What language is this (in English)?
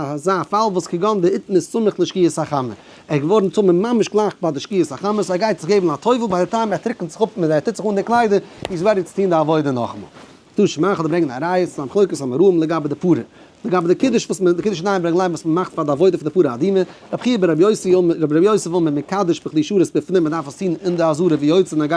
Yiddish